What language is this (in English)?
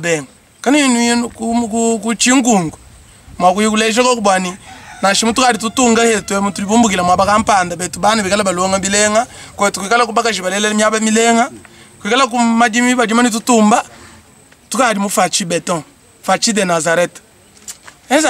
Luba-Lulua